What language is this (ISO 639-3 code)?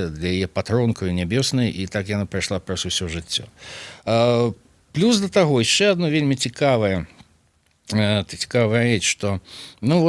bel